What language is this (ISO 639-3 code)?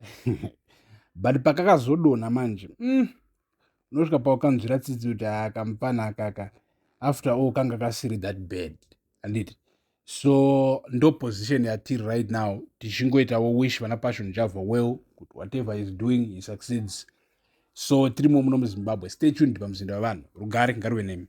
sna